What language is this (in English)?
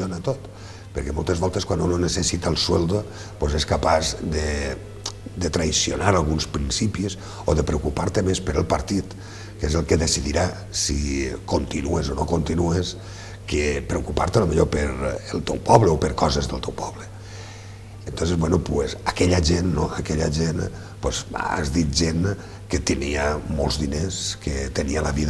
Catalan